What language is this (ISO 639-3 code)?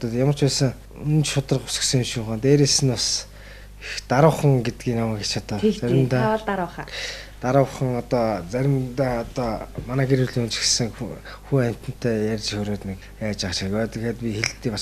mon